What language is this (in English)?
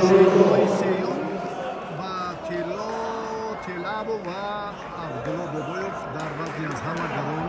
Tajik